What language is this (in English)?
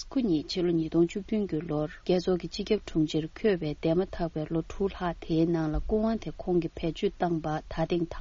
Tibetan